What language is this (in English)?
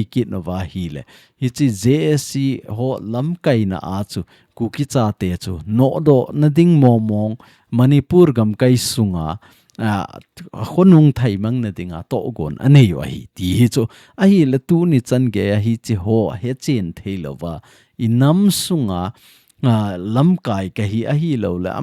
Thado Chin